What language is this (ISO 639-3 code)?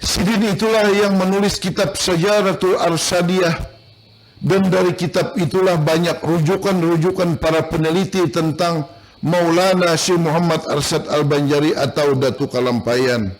bjn